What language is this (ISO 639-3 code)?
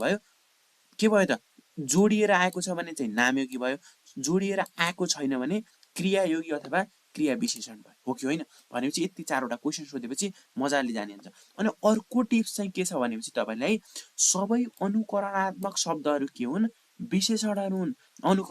nep